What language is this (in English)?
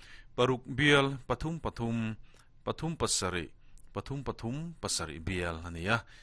Mizo